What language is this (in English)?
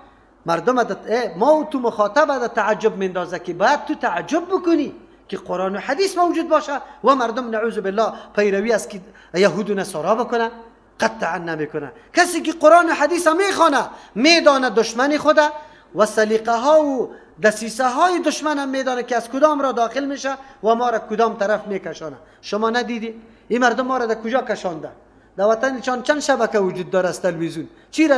Persian